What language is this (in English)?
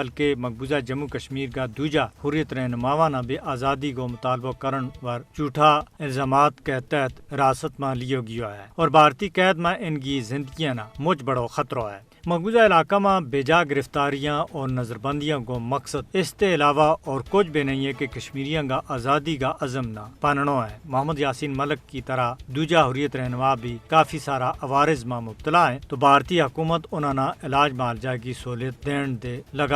Gujari